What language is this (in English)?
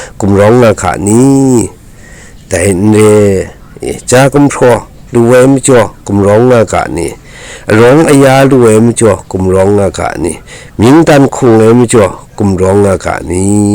Kachin